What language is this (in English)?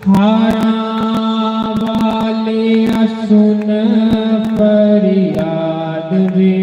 Dogri